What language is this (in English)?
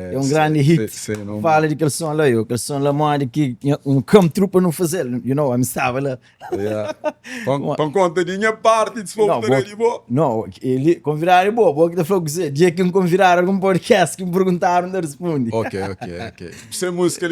Kabuverdianu